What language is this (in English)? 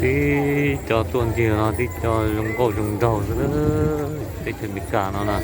Hmong